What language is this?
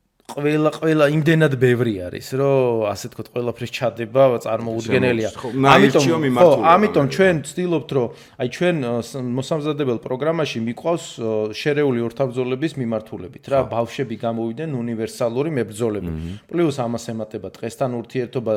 Georgian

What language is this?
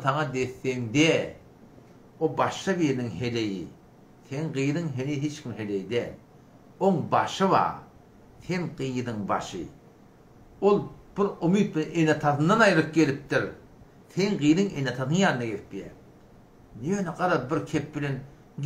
Turkmen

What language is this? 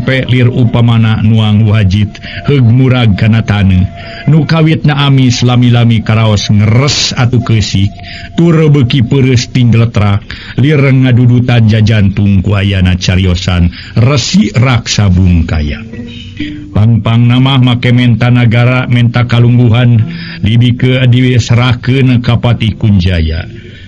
Sundanese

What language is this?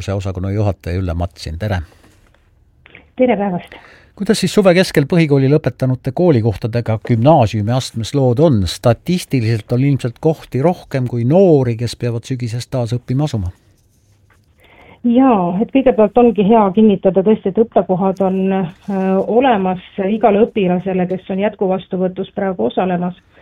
Estonian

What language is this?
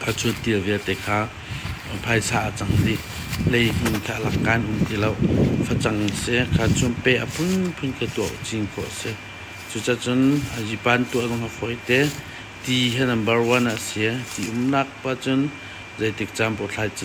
Hakha Chin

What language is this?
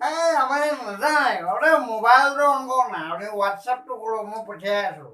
Assamese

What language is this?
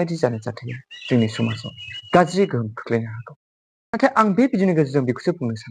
Bodo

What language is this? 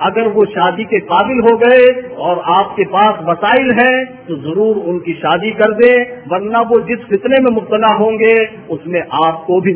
Urdu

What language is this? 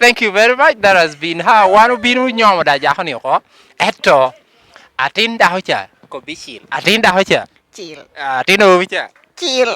Lango (Uganda)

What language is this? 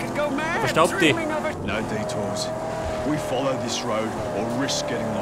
Bavarian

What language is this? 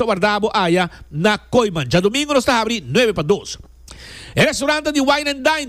Papiamento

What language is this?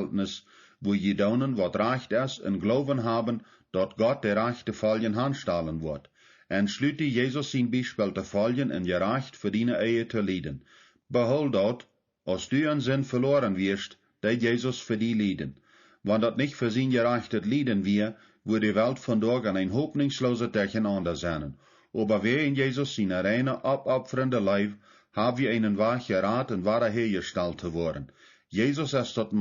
Plautdietsch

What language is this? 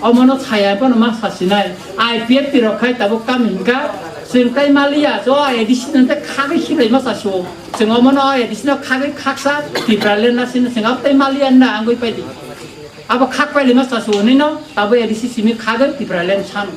Kok Borok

